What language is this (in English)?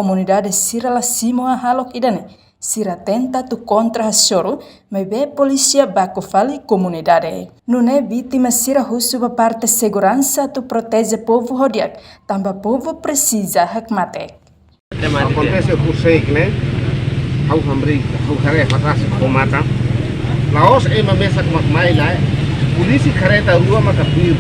Tetum